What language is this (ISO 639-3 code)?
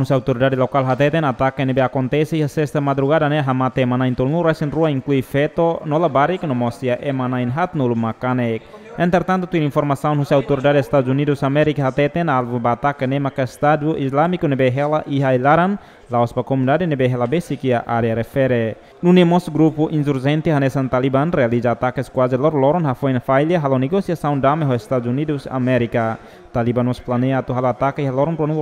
tet